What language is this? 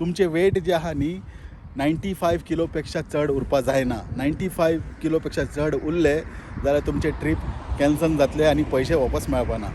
Konkani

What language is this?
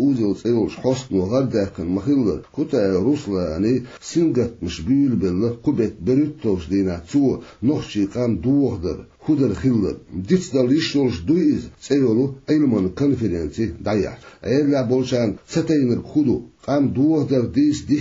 Chechen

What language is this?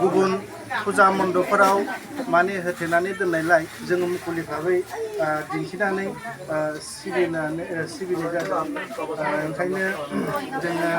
Bodo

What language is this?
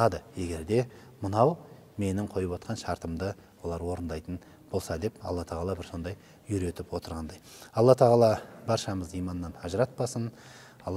Kazakh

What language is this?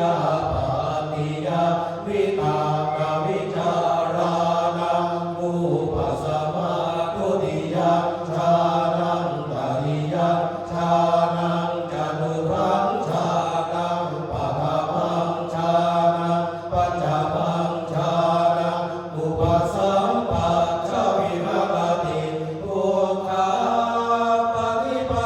Pali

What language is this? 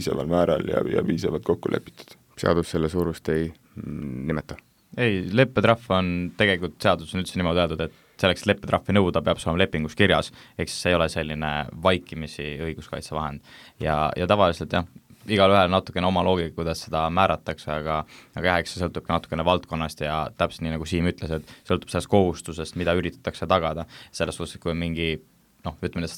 Estonian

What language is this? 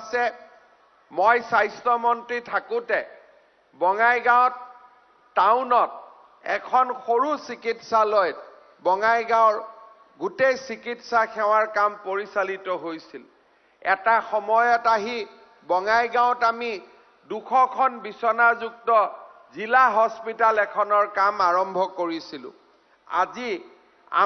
Assamese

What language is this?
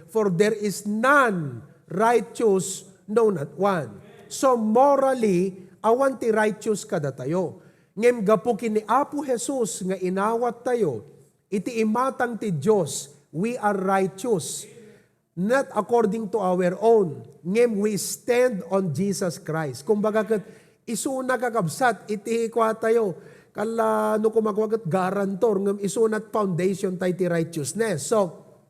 Iloko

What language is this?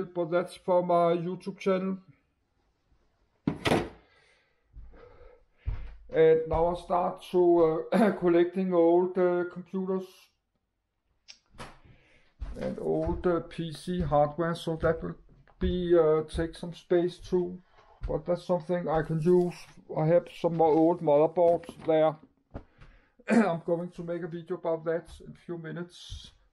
English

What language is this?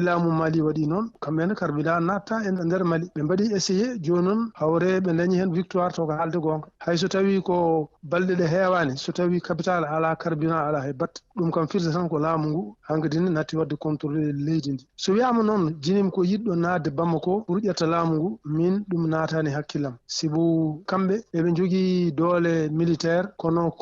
Fula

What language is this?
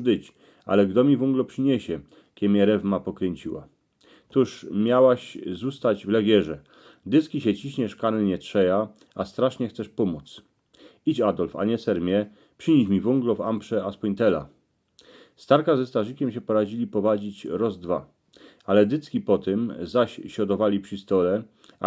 Silesian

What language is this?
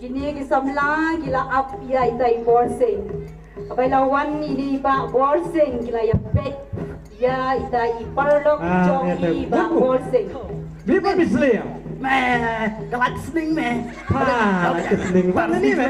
Khasi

